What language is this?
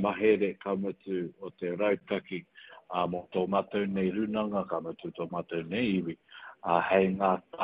Māori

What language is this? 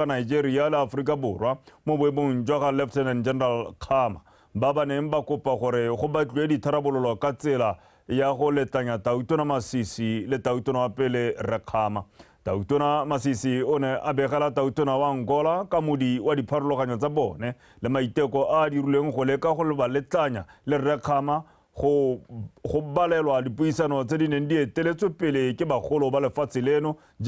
Tswana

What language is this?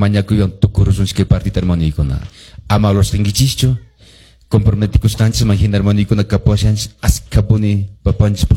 Quechua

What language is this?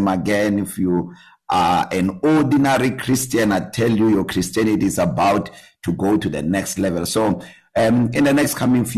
English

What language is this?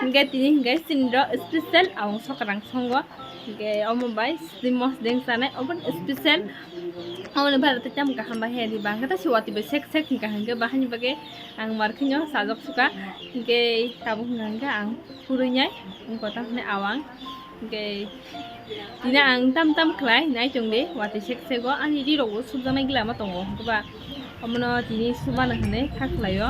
Kok Borok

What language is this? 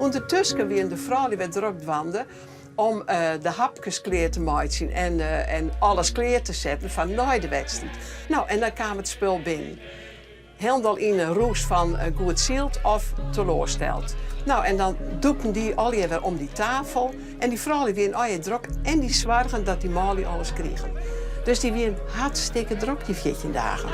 Western Frisian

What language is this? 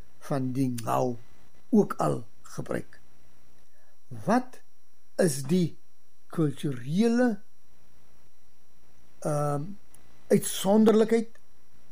Afrikaans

